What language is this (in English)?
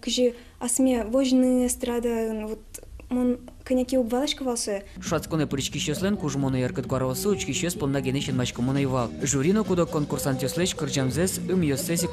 Udmurt